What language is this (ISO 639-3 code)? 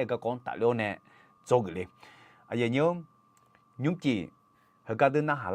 ahk